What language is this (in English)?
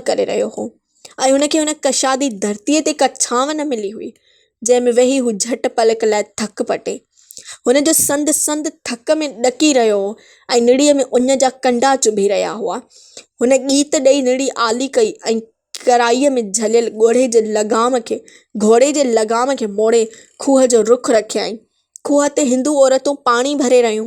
Sindhi